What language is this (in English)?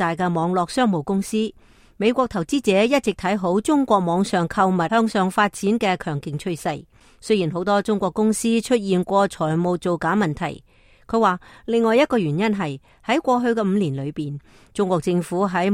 Cantonese